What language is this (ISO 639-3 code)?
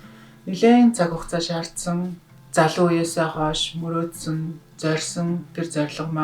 mon